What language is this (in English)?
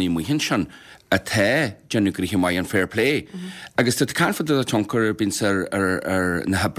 Irish